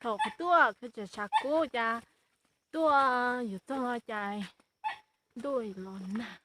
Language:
Hmong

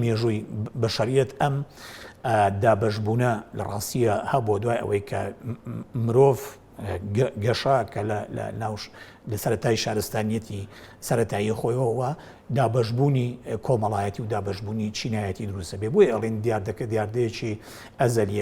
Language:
Central Kurdish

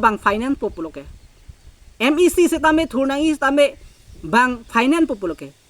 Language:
Karbi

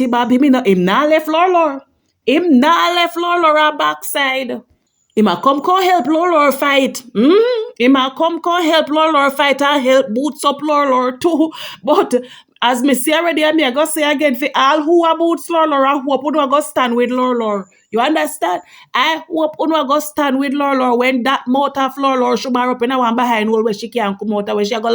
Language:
Jamaican Creole English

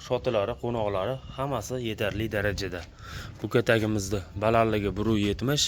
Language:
Uzbek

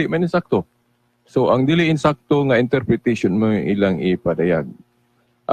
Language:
Cebuano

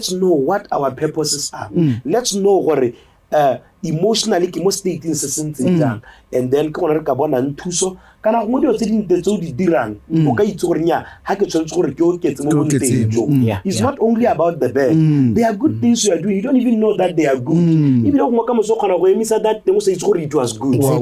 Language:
Tswana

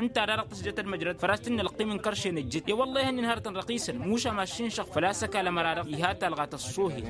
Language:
Tamasheq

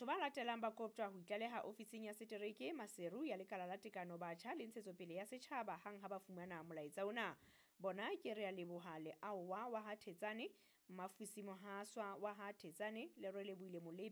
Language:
Southern Sotho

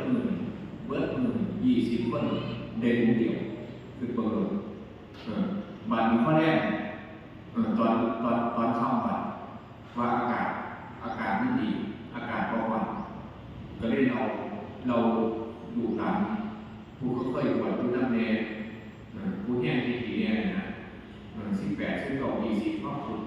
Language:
Lao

